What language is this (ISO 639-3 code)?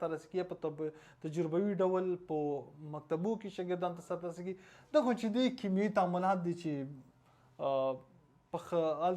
pus